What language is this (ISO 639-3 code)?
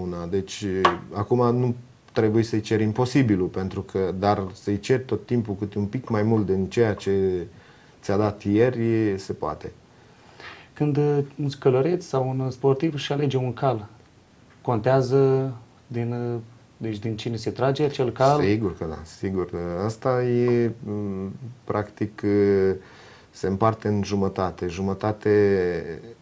ron